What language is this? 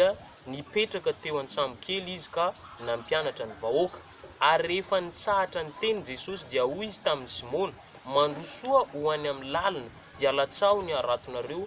Malagasy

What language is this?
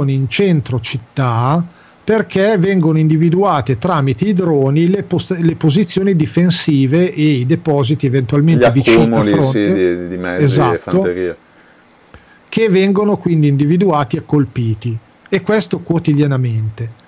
Italian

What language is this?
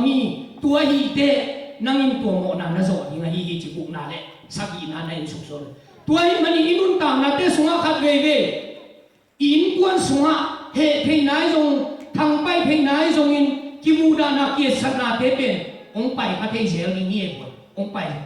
Tedim Chin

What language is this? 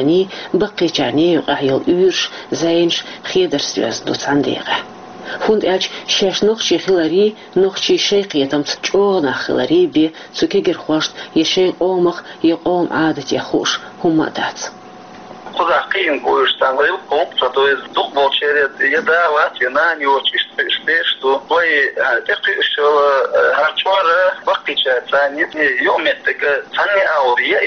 Chechen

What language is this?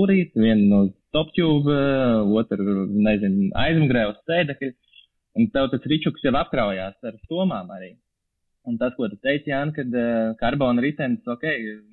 Latvian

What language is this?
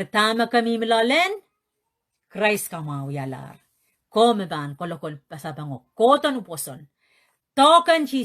Pohnpeian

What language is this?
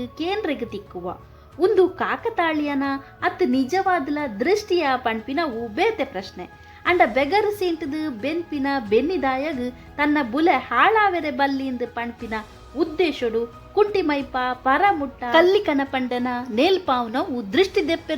Tulu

